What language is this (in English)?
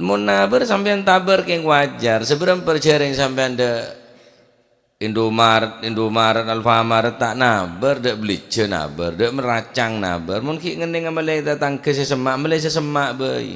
Madurese